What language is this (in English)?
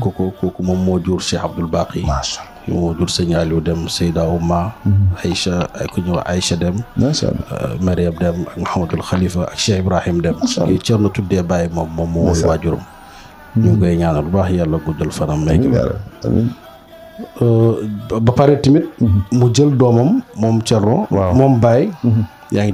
Wolof